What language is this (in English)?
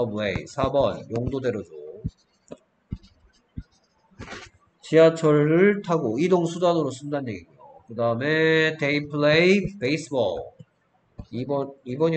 Korean